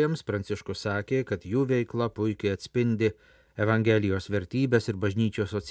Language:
Lithuanian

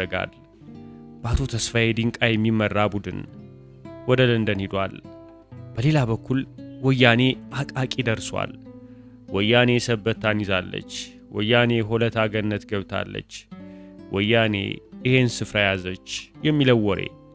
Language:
Amharic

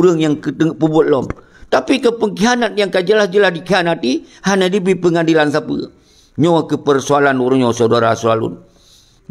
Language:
Achinese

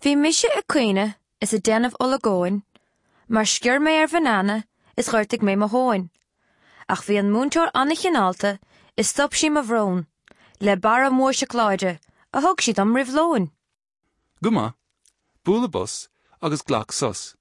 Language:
Irish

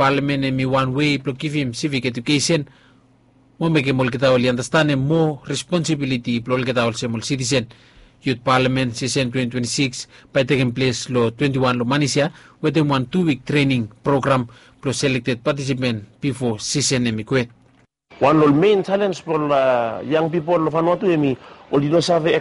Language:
Bislama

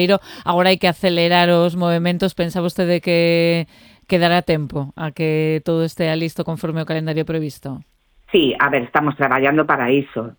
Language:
Galician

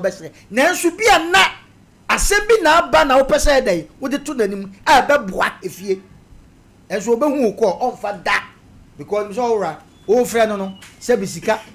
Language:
Akan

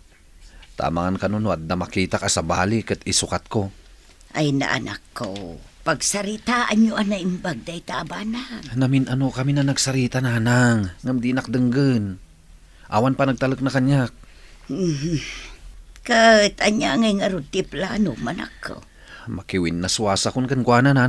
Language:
Iloko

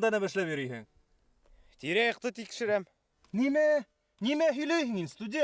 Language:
Bashkir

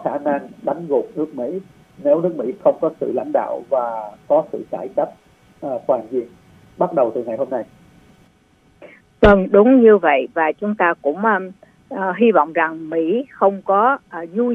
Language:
Vietnamese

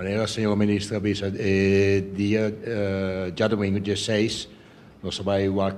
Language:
Papiamento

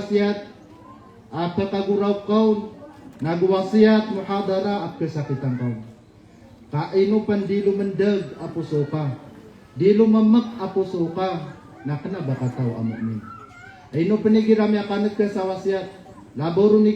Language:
Maranao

